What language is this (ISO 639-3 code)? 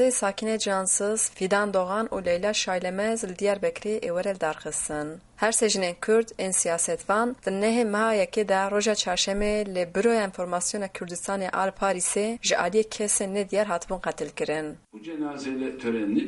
kur